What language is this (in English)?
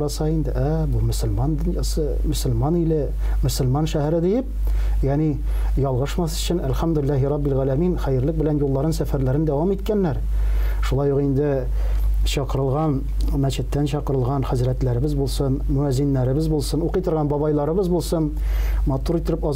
Tatar